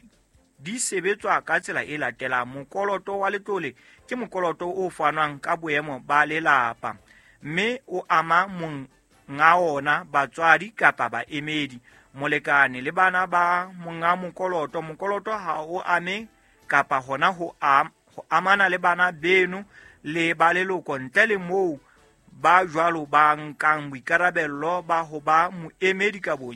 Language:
Southern Sotho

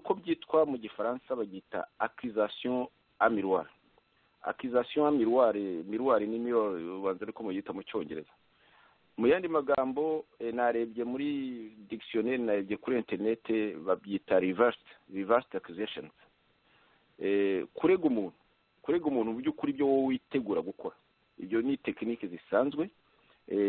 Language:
Kinyarwanda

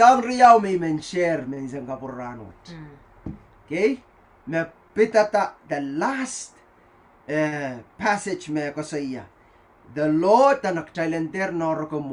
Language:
Pohnpeian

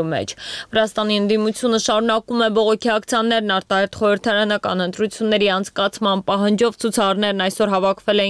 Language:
Armenian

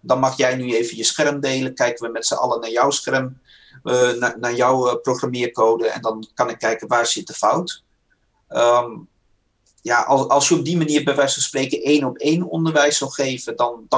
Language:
Dutch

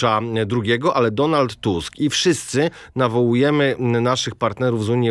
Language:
Polish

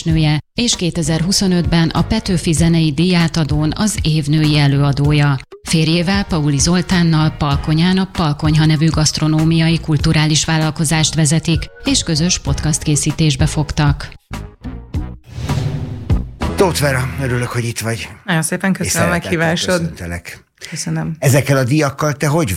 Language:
Hungarian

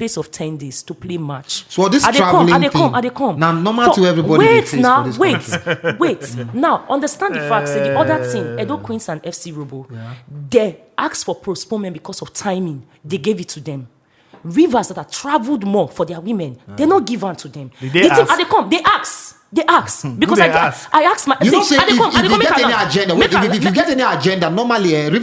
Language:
Nigerian Pidgin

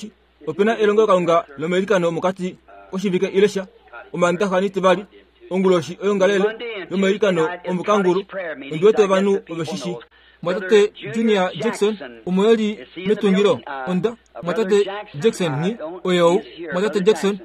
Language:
Kuanyama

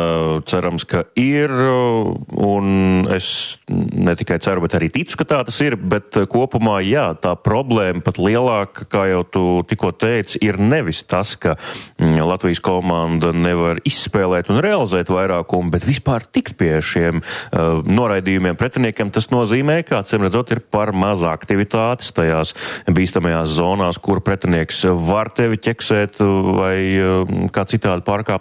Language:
Latvian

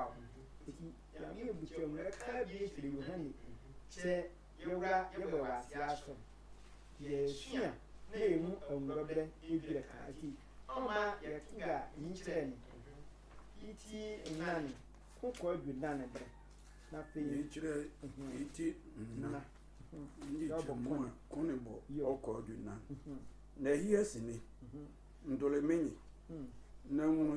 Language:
Sehwi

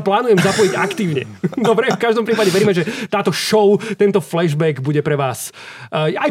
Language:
Slovak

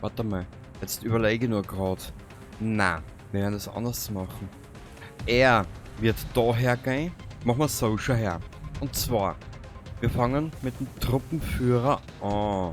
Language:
Bavarian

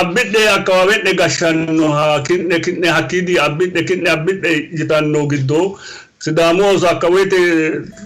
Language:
Sidamo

